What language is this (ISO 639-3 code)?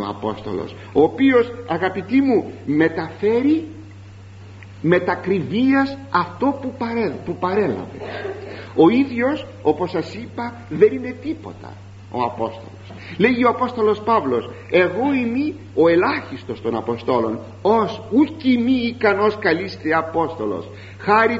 ell